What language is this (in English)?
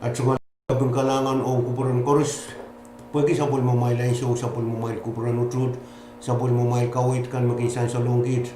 Pohnpeian